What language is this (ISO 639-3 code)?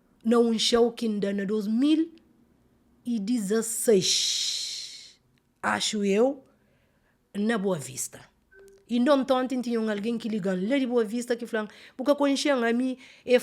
kea